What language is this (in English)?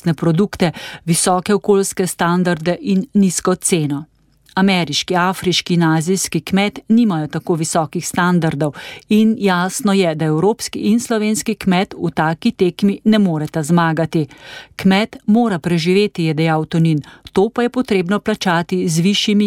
Slovenian